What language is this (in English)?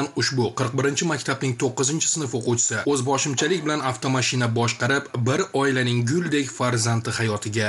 Uzbek